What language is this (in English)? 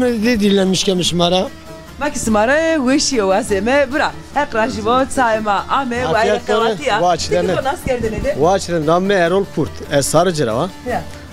Zaza